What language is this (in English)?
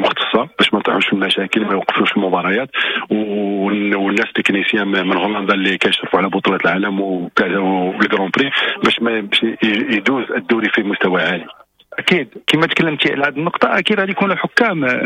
Moroccan Arabic